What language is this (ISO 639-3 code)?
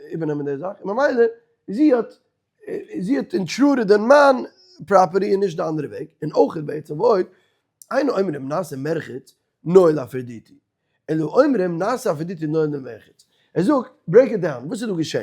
yid